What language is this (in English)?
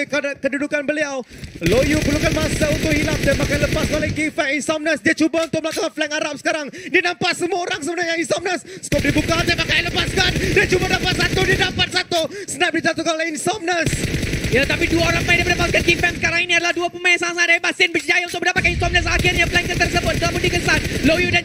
Malay